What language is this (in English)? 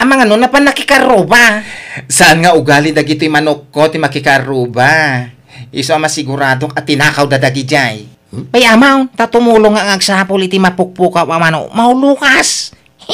Iloko